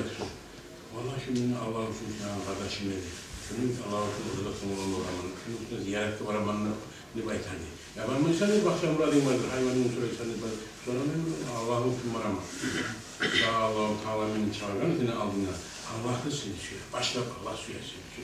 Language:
Kumyk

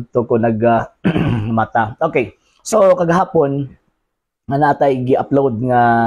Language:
Cebuano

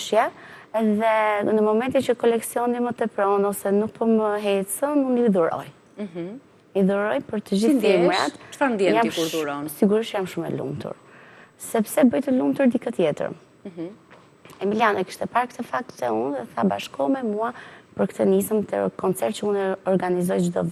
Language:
Albanian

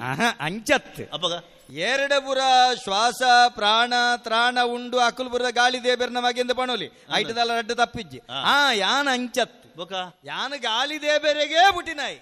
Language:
Tulu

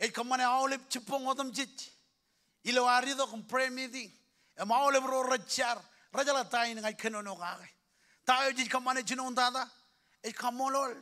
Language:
Marshallese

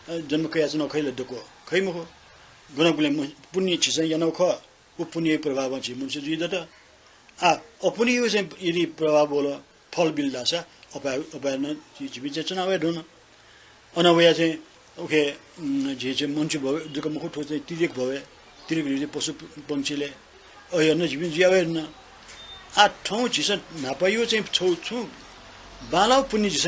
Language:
Newari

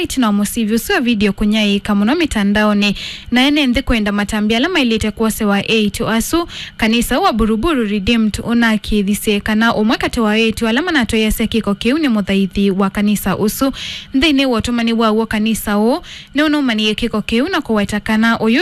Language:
Kamba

